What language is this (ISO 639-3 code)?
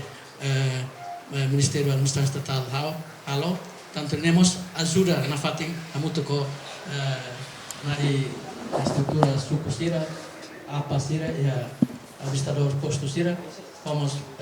tet